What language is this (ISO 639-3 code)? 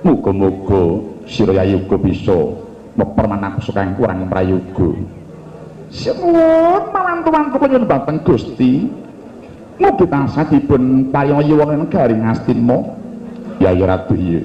jav